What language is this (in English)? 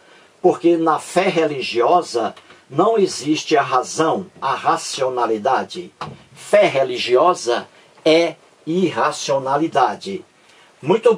Portuguese